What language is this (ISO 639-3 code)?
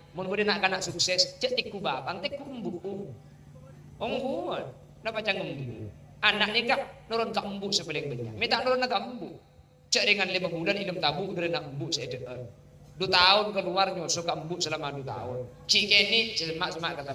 mad